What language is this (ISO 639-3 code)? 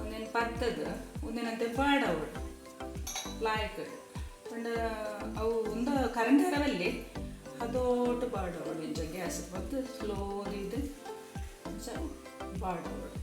tcy